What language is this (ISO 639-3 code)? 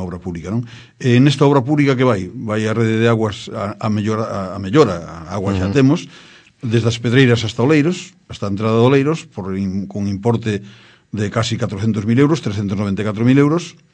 glg